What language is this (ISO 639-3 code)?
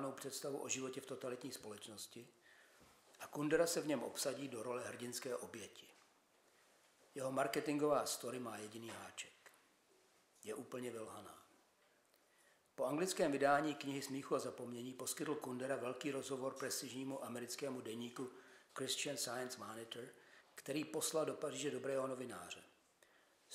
ces